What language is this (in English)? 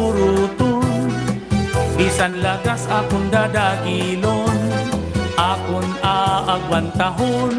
Waray